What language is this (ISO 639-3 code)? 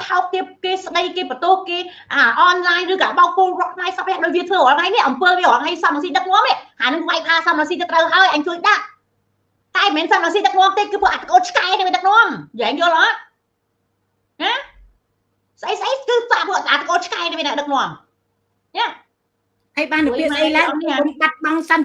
khm